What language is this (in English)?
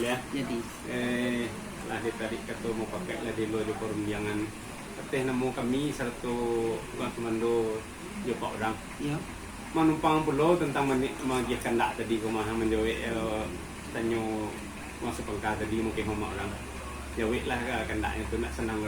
Minangkabau